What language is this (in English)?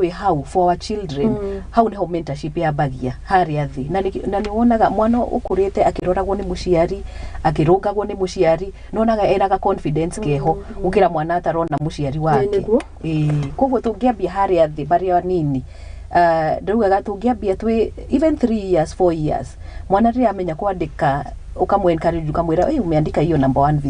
Kikuyu